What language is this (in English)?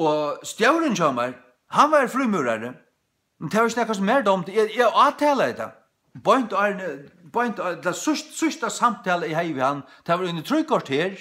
Faroese